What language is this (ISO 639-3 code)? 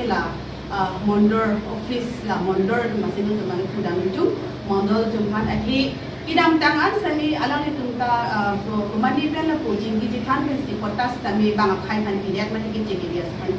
mjw